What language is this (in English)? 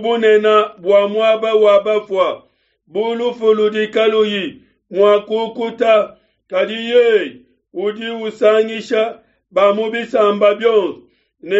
Luba-Lulua